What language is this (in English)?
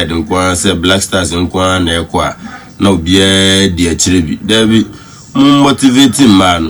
Akan